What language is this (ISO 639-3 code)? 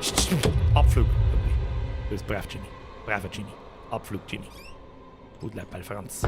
bar